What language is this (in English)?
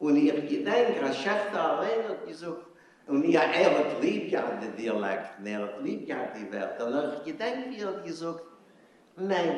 Yiddish